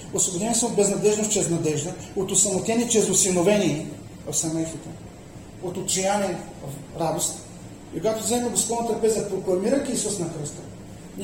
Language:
Bulgarian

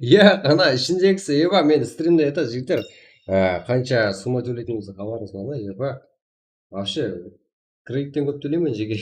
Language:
Kara-Kalpak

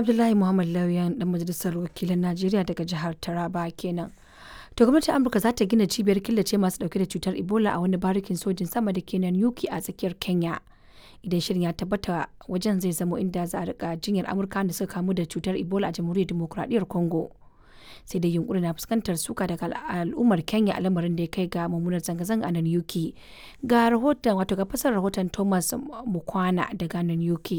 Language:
Hausa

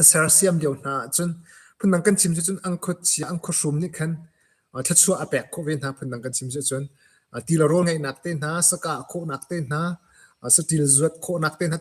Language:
Hakha Chin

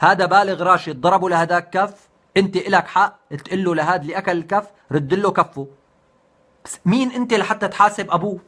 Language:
North Levantine Arabic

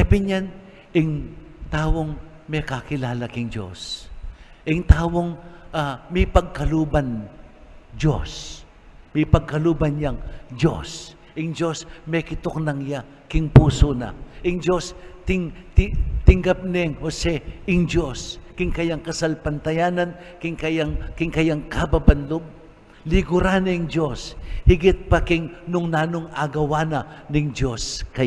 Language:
Pampanga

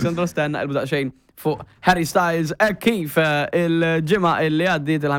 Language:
Maltese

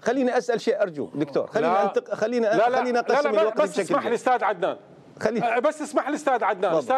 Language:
Mesopotamian Arabic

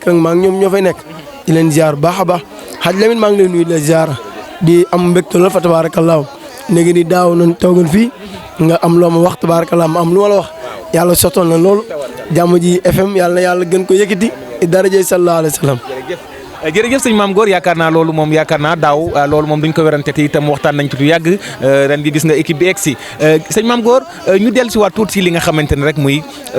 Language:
Wolof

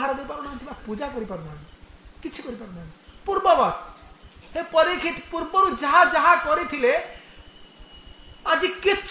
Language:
Odia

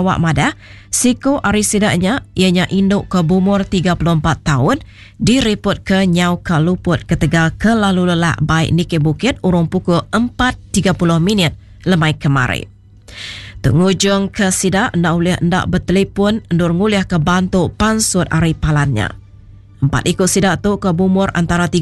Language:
Iban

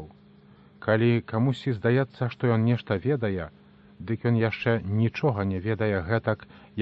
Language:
Belarusian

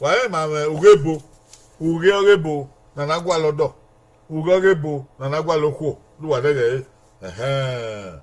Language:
Bini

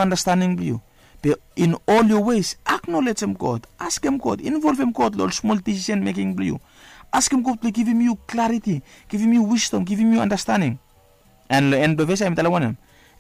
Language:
Bislama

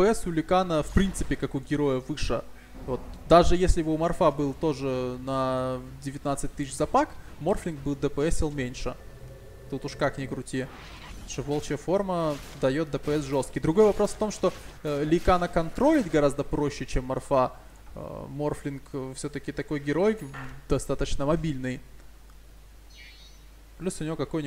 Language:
Russian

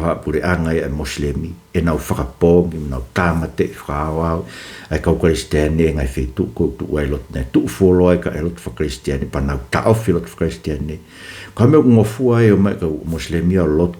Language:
Tongan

